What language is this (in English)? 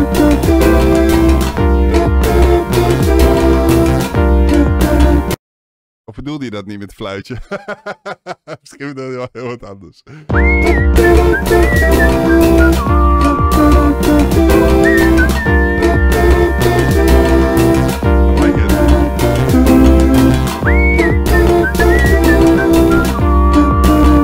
Dutch